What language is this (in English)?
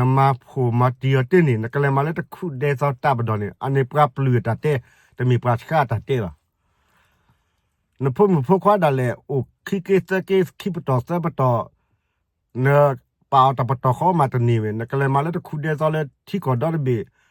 S'gaw Karen